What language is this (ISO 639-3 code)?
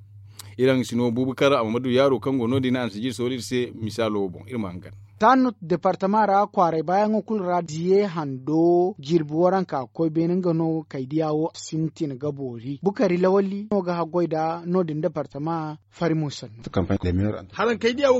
dje